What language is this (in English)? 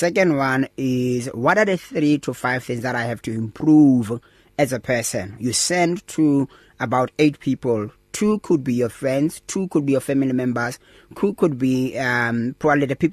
English